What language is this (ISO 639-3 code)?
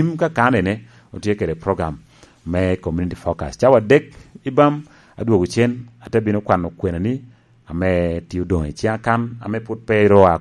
laj